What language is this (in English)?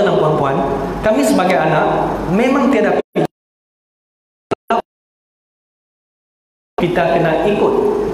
Malay